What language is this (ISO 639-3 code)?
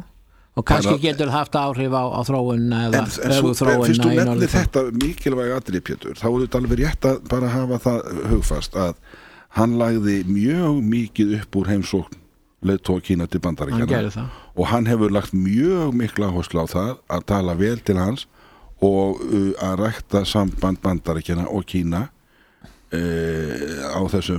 isl